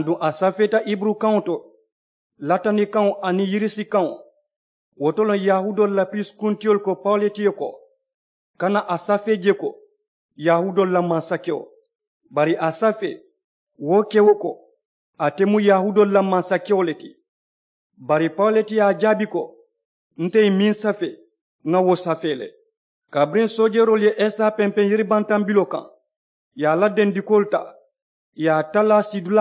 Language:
Mandingo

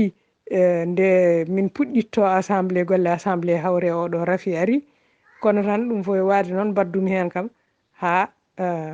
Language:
Fula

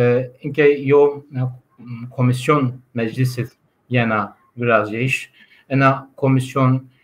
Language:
Zaza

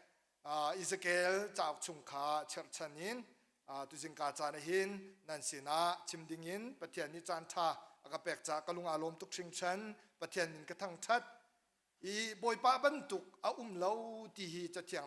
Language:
Hakha Chin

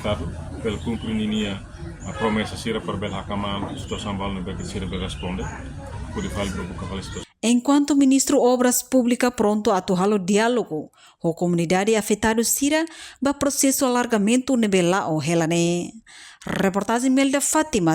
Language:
Tetum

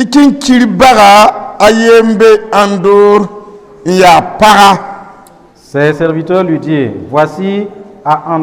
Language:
Mossi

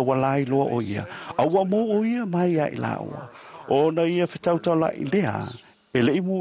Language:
Samoan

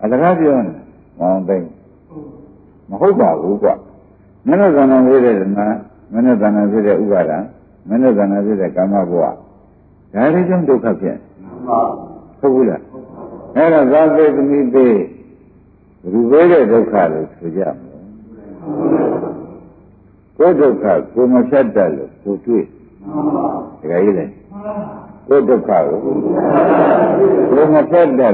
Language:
Burmese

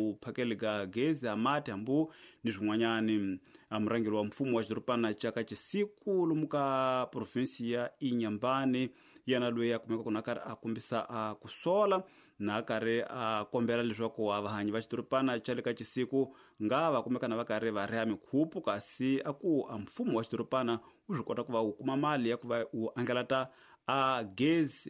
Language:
Tsonga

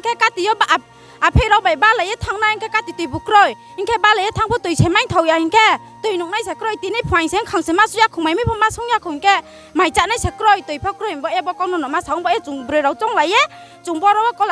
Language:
Riang (India)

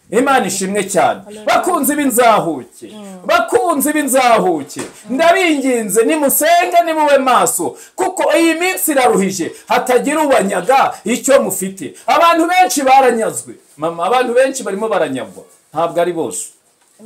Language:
Kinyarwanda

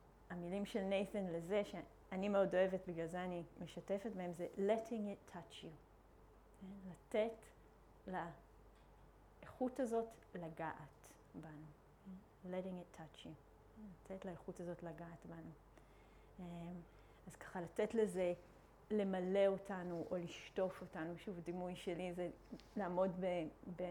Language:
Hebrew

